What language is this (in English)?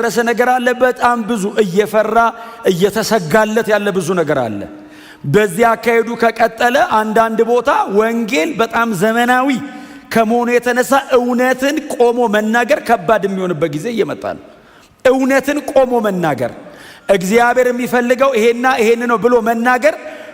Amharic